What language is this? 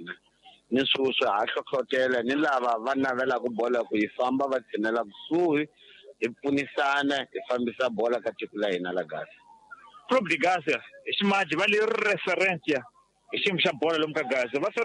Tsonga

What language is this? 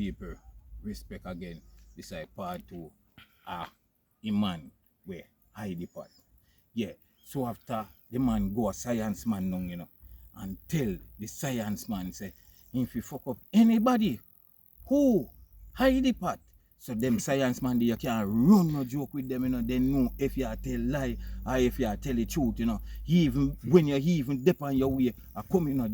Jamaican Creole English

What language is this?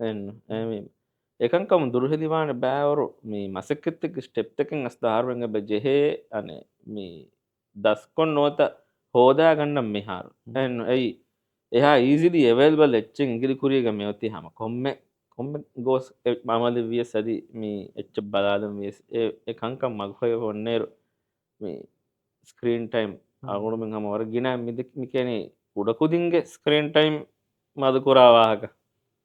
Divehi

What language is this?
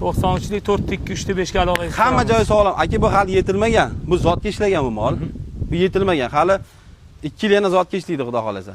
Uzbek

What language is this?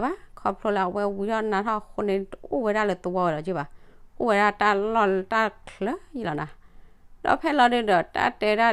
S'gaw Karen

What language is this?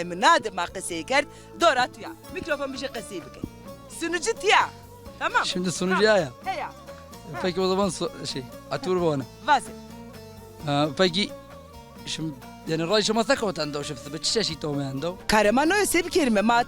Zaza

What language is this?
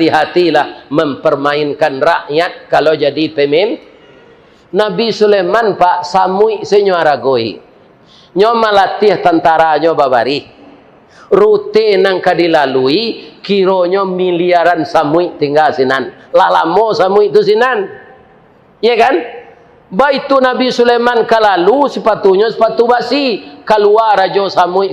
Minangkabau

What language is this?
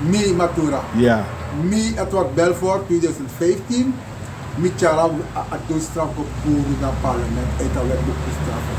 Sranan Tongo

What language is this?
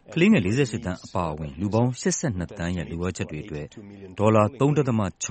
Burmese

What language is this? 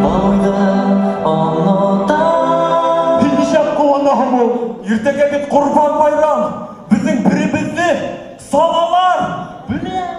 Bashkir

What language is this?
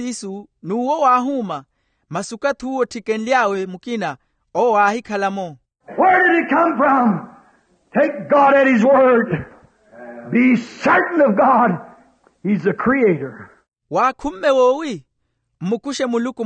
Makhuwa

